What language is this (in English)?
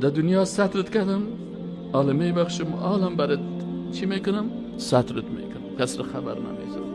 Persian